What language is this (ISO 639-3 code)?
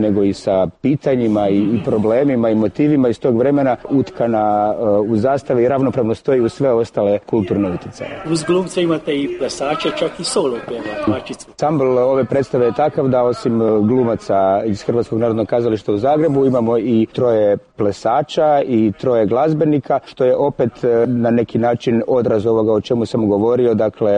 hrv